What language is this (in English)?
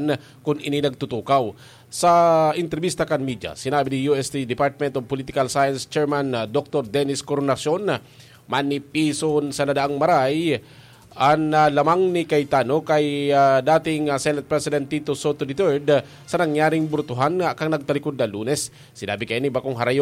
Bikol